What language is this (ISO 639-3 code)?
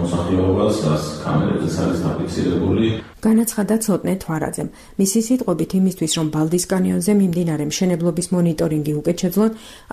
kat